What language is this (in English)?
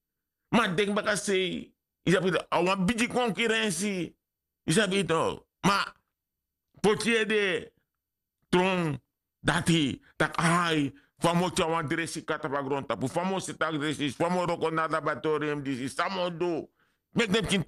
Sranan Tongo